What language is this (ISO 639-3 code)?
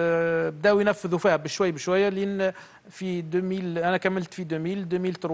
aeb